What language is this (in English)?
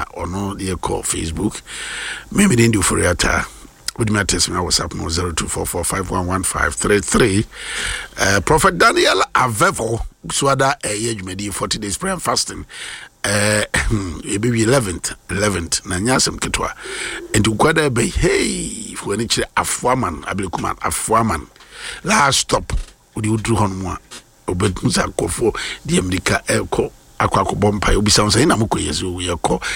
Akan